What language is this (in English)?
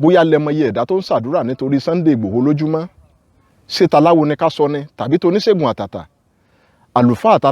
Yoruba